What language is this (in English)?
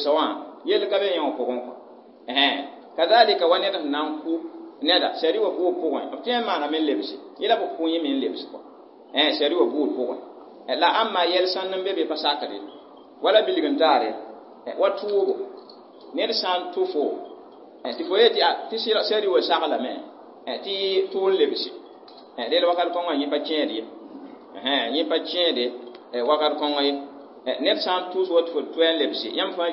Mossi